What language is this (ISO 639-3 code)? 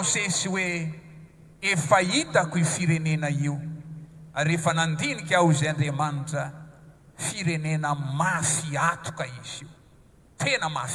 mlg